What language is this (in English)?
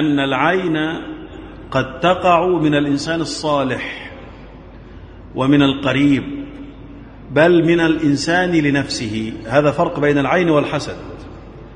Arabic